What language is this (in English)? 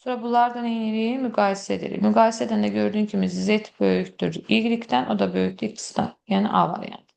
Azerbaijani